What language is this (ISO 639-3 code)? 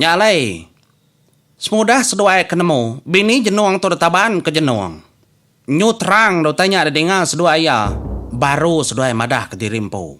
iba